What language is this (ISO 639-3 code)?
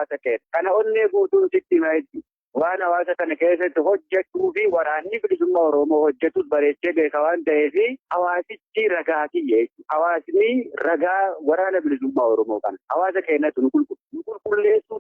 orm